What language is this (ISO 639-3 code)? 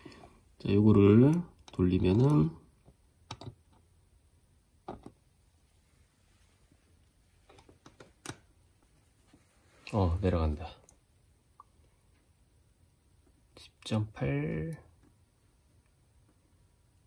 kor